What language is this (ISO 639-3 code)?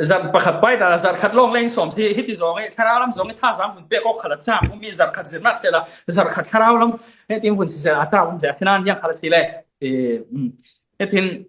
cfm